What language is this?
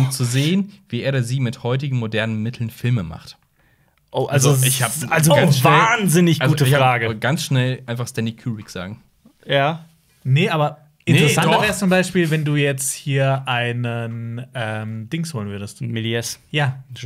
German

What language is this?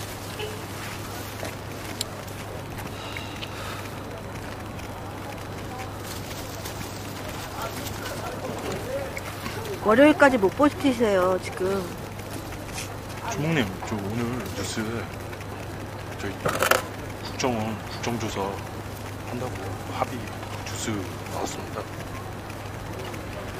Korean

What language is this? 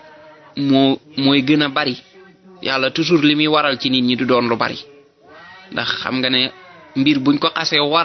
Wolof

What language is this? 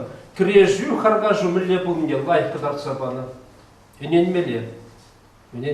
Chuvash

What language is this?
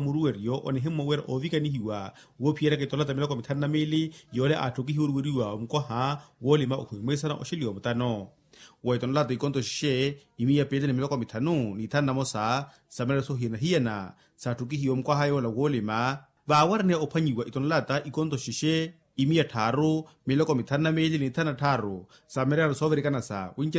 Makhuwa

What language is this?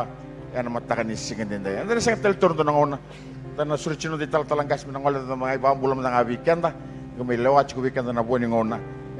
Fijian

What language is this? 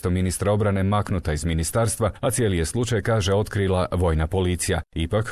Croatian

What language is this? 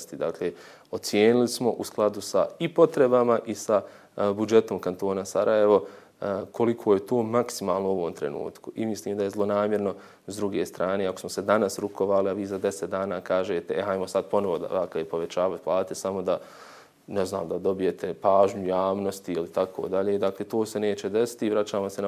Bosnian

